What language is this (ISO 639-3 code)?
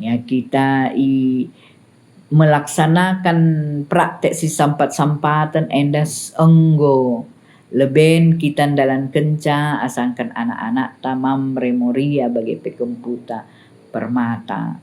btx